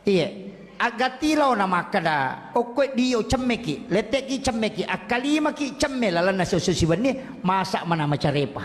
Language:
Buginese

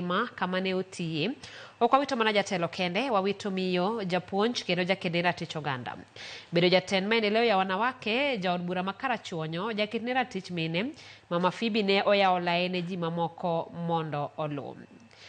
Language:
Luo (Kenya and Tanzania)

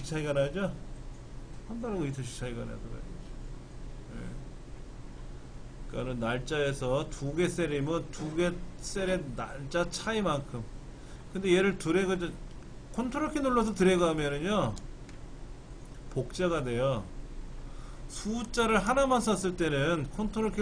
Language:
Korean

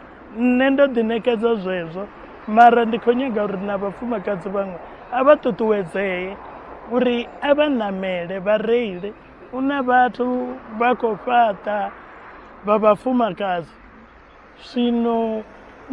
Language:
Venda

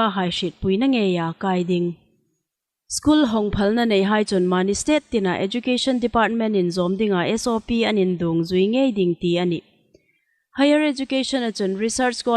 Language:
Hmar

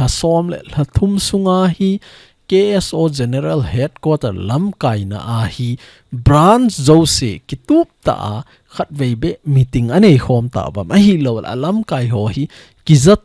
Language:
Thado Chin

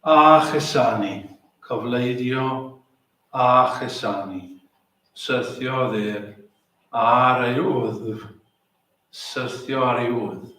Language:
Welsh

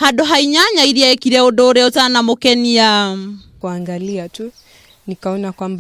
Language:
Kikuyu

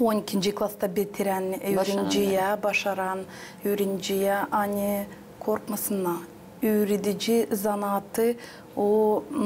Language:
Gagauz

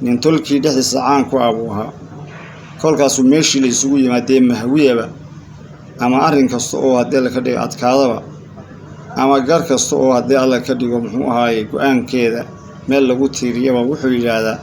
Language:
Somali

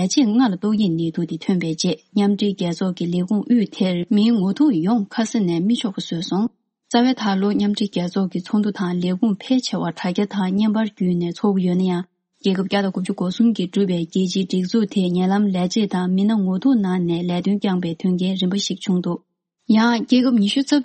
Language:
Tibetan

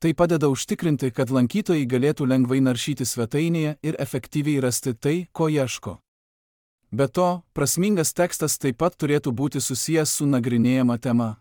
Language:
Lithuanian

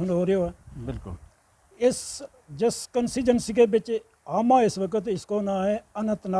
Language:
Gujari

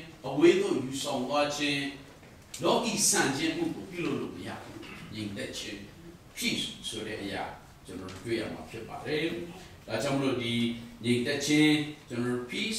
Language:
Burmese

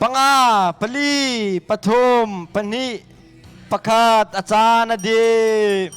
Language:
Hakha Chin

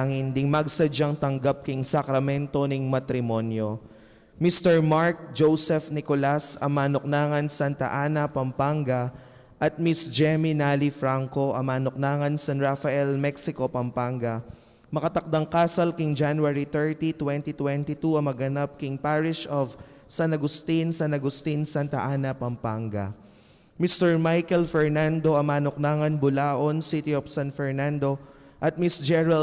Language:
Pampanga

